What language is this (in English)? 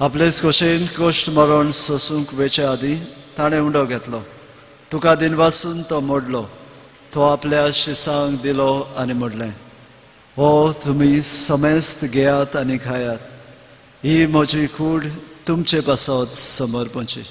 Konkani